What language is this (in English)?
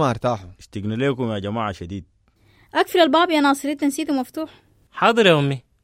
Sudanese Arabic